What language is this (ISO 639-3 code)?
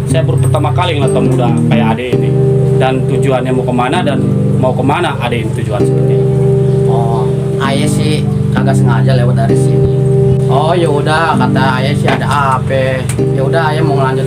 bew